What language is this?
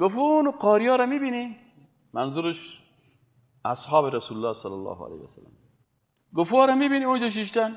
Persian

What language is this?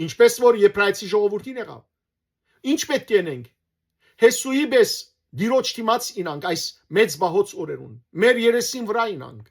Western Armenian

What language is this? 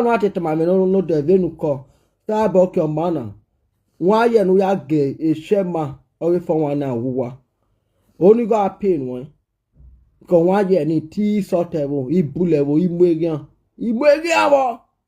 Nigerian Pidgin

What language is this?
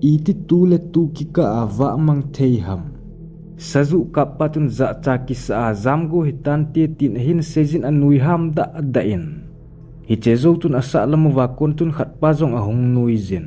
Thado Chin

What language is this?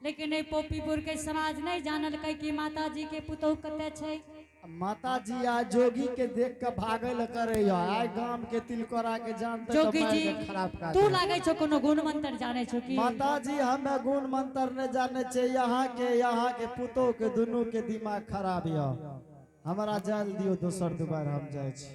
Angika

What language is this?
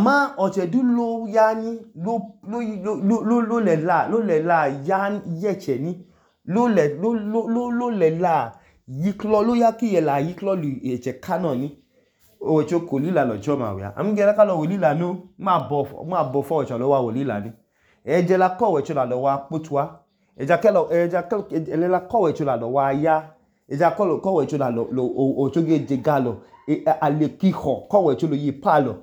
Idoma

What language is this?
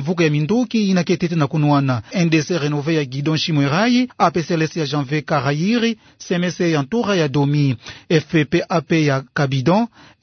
Kituba (Democratic Republic of Congo)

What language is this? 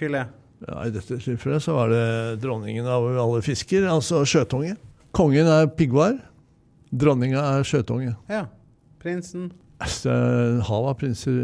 Norwegian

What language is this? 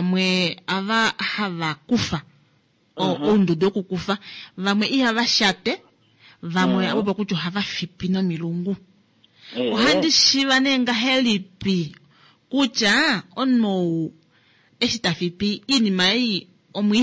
Kuanyama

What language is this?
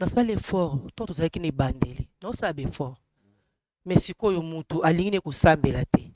Lingala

